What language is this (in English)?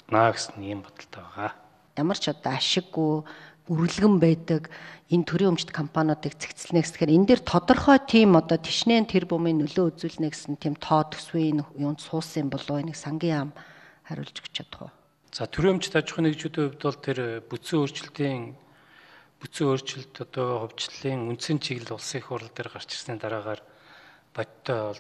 Mongolian